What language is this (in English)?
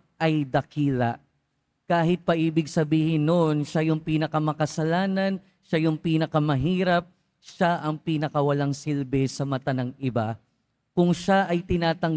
Filipino